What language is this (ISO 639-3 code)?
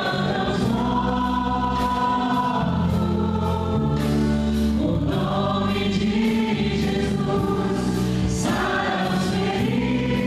por